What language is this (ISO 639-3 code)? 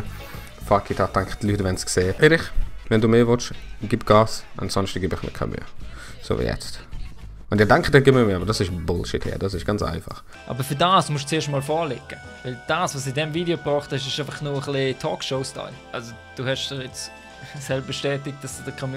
gsw